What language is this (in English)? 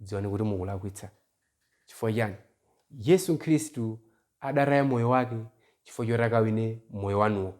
Nyanja